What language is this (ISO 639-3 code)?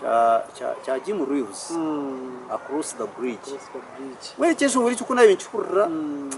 nyn